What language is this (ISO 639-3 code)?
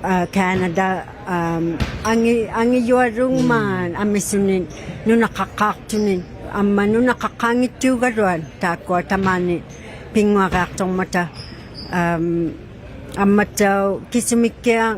iku